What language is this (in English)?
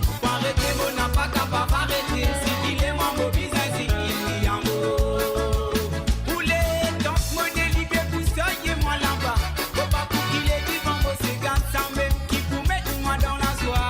Morisyen